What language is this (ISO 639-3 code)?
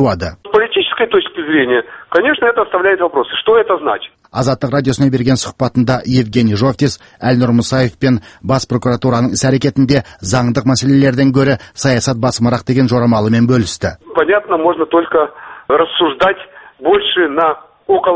kaz